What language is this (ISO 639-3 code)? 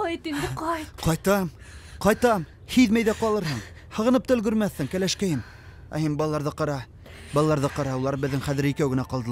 bak